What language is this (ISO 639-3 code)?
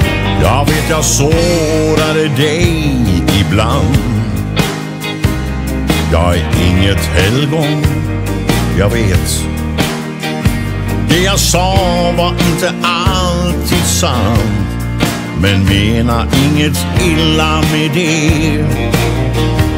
swe